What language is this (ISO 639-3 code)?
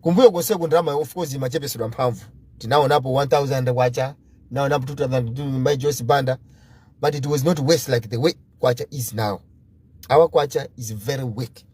nya